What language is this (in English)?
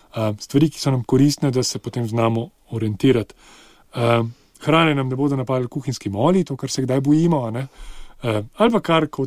Slovenian